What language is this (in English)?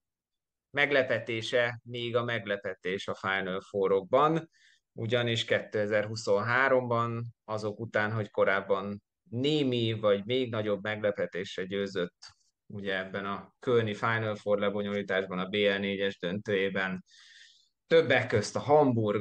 Hungarian